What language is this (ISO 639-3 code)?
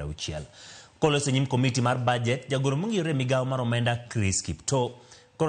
luo